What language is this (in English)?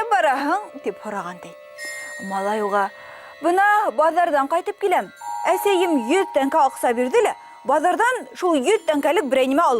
Bashkir